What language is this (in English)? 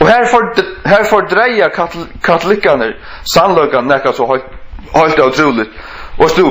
Faroese